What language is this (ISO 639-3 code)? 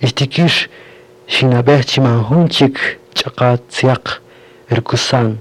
cak